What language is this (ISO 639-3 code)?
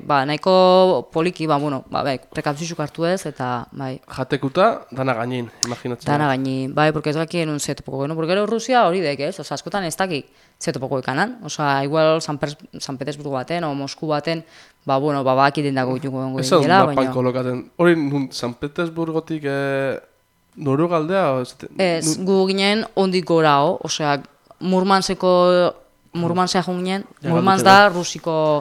eus